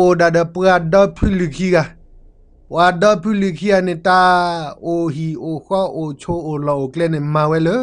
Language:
S'gaw Karen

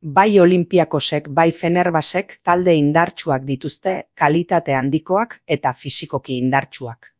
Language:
Basque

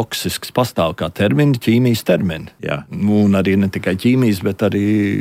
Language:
Latvian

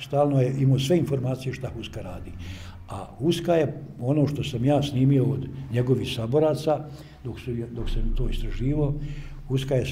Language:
Bosnian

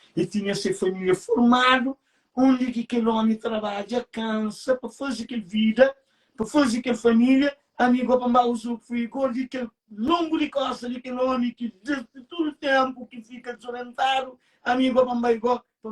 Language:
Kabuverdianu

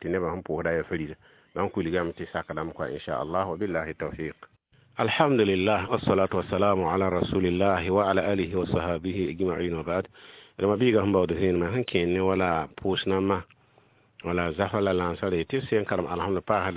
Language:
Mossi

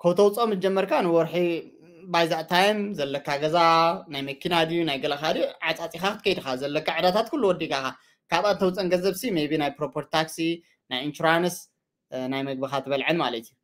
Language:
Tigrinya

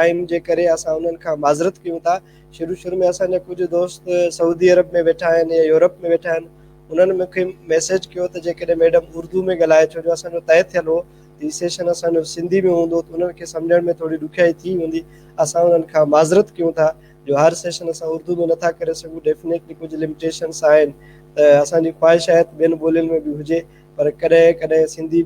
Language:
Sindhi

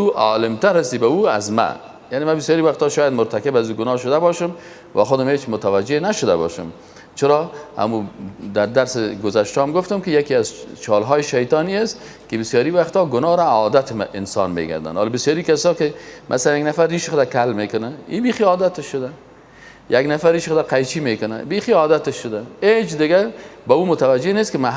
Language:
Persian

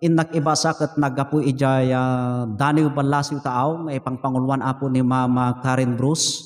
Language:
Iloko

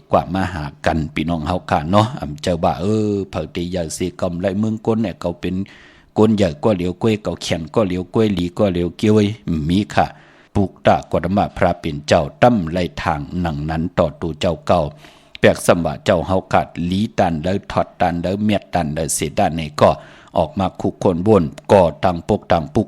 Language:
Shan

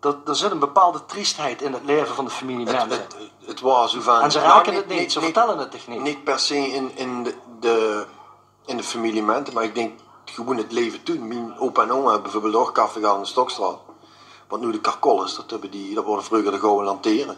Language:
Limburgish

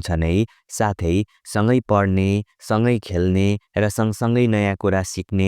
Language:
Nepali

